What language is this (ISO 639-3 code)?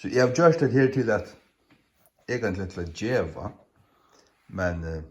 fao